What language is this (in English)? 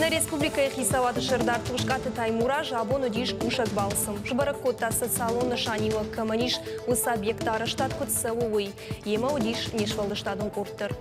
Ossetic